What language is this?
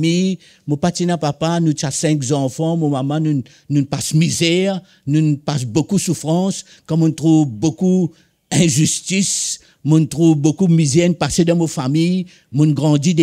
Morisyen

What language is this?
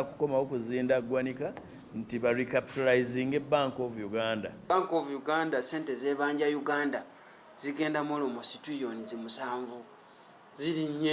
Ganda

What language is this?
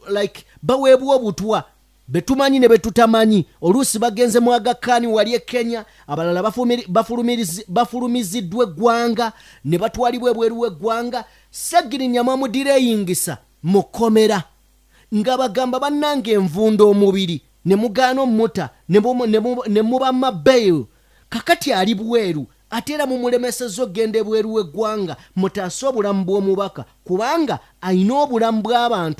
Ganda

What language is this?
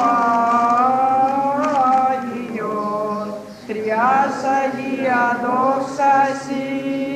Greek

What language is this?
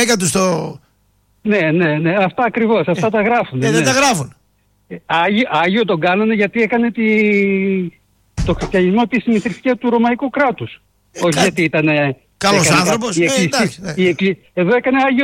Greek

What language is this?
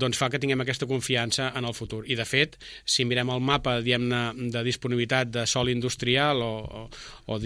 Catalan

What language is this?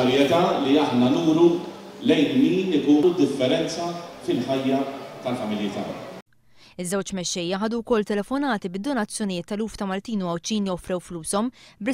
Maltese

